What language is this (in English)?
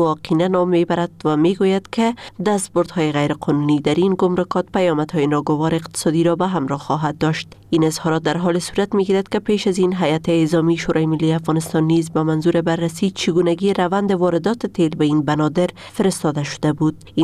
Persian